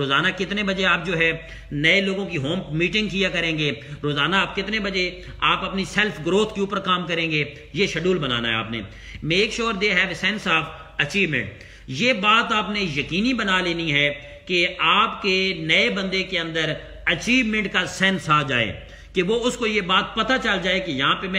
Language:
Urdu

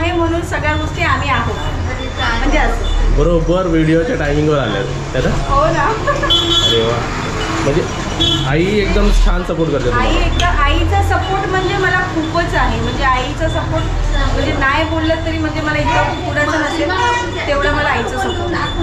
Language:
Marathi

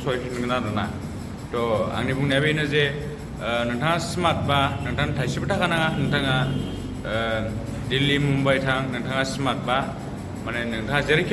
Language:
Bodo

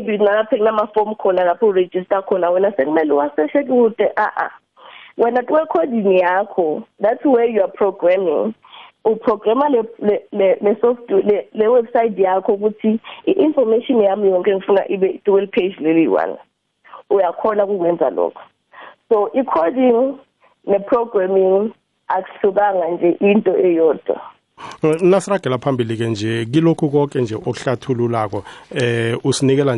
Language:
South Ndebele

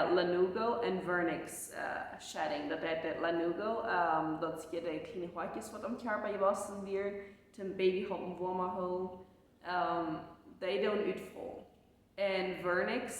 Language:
Plautdietsch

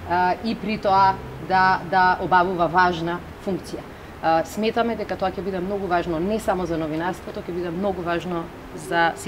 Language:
Macedonian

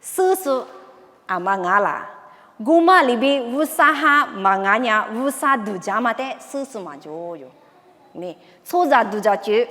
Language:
Lisu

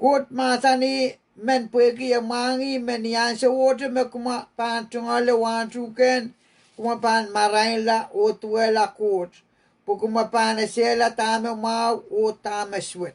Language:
Pohnpeian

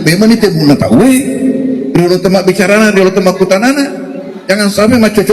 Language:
Buginese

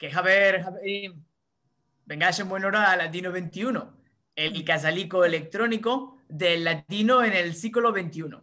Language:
Ladino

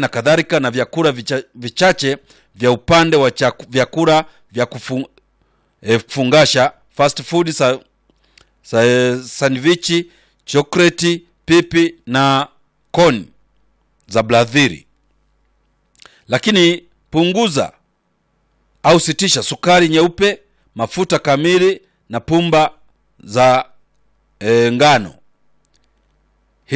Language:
Swahili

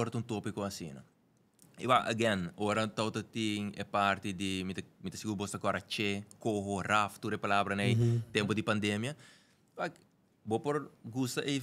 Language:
Papiamento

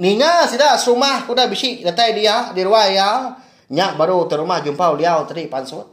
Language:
Iban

